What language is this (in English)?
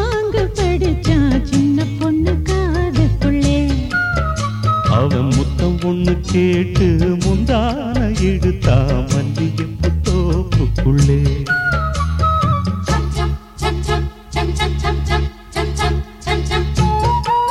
Tamil